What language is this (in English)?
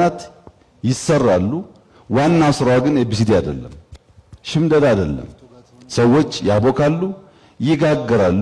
Amharic